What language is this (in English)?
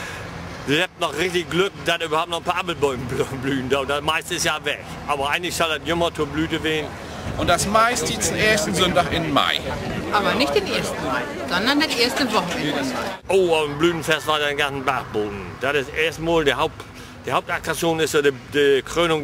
Low German